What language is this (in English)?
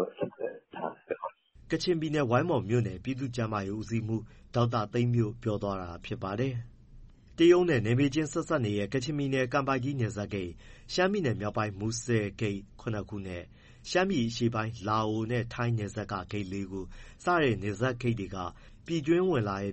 Burmese